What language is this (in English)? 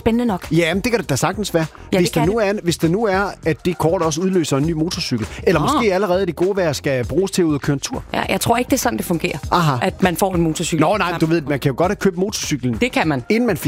Danish